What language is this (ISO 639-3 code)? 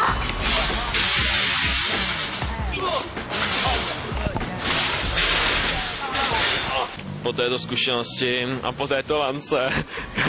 ces